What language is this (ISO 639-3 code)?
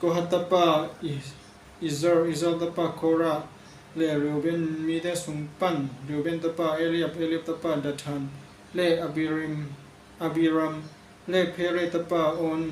ctd